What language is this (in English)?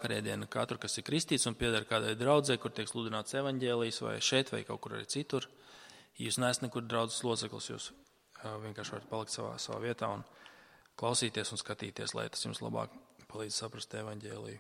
Latvian